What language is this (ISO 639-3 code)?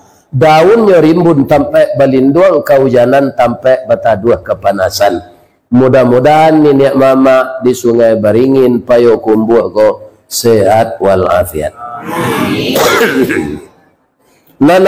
min